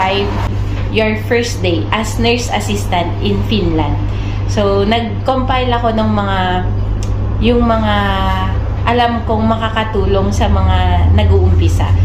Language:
Filipino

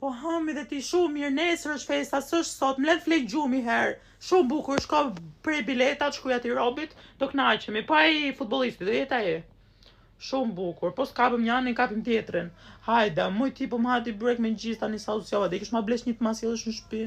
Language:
Albanian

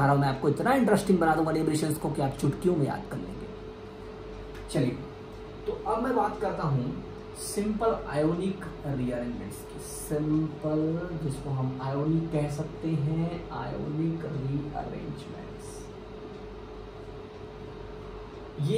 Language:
Hindi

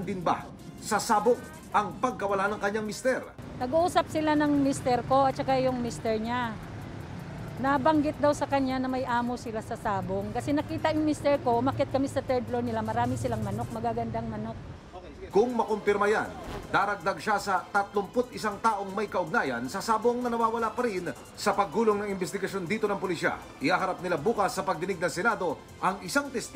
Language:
Filipino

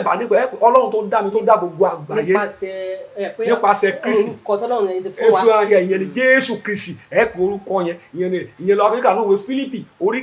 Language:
Yoruba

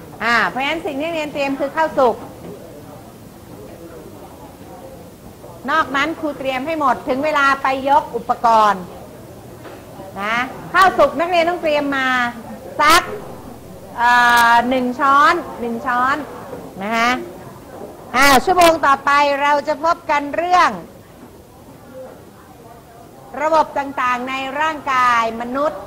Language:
Thai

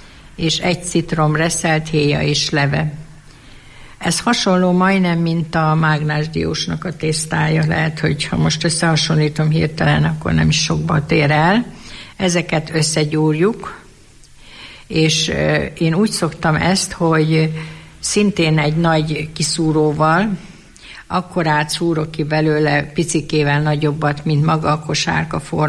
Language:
Hungarian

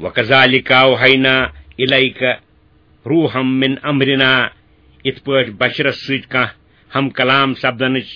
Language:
Kashmiri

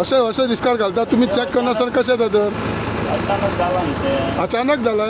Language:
Konkani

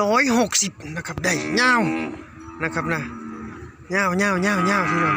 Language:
Northeastern Thai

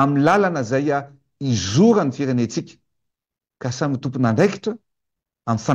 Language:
Malagasy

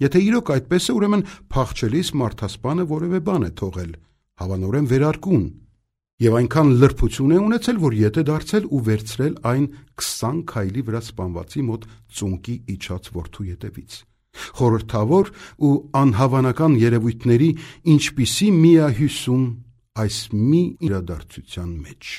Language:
Armenian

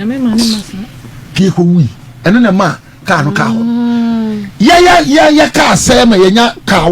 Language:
Akan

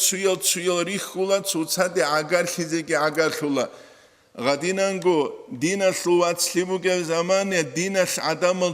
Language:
Avaric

